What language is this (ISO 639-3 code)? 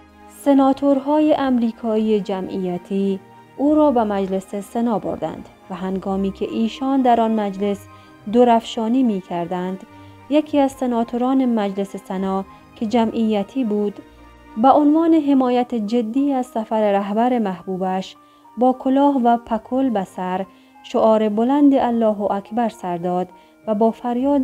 fas